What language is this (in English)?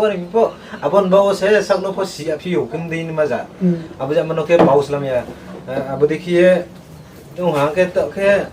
Riang (India)